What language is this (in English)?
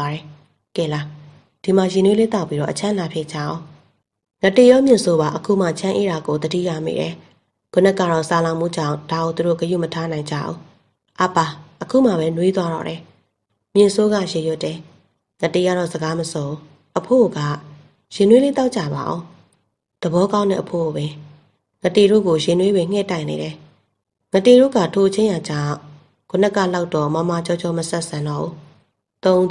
Burmese